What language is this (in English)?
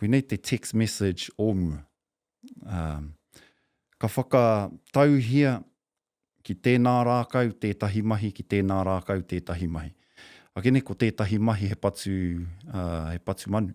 Māori